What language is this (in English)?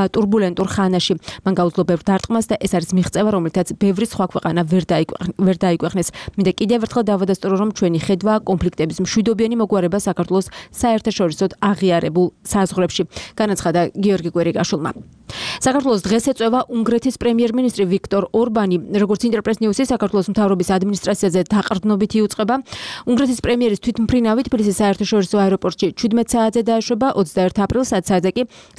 Georgian